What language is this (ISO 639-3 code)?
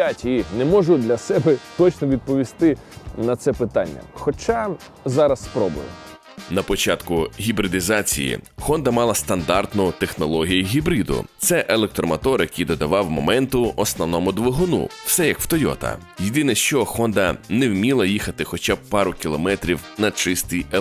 ukr